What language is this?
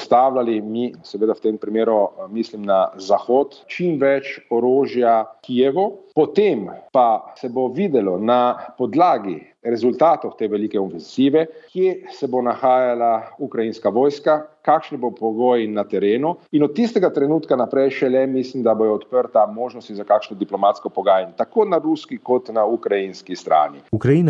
Slovenian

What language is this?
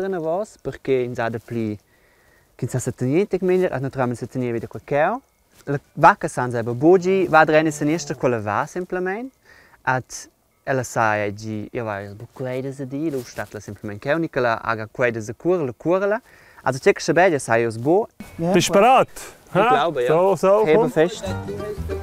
Romansh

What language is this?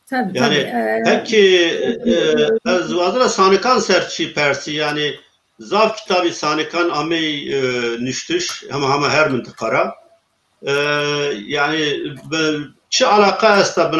Zaza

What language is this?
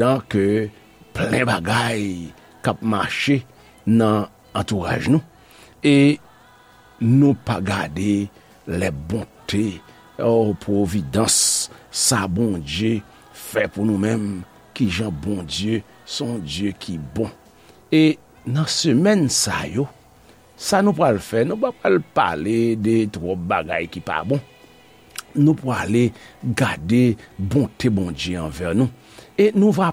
Haitian Creole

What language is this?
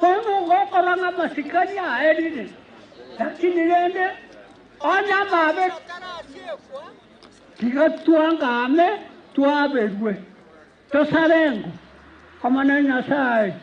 Gusii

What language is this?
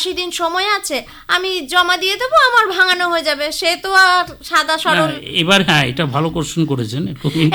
Bangla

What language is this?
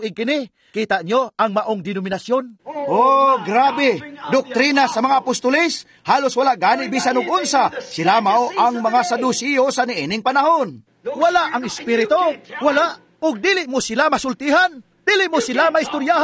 Cebuano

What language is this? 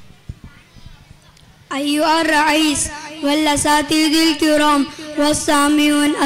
Malayalam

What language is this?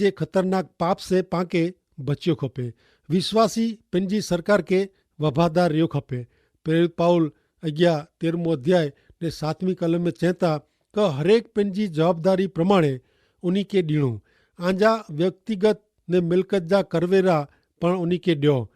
Kachhi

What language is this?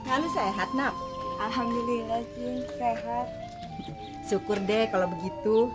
Betawi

